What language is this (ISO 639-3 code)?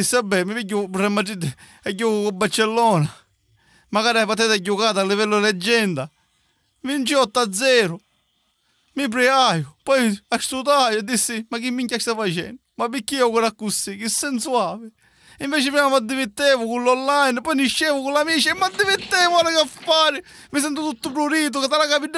scn